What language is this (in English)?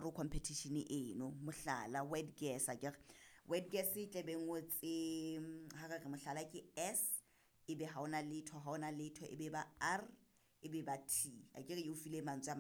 Southern Sotho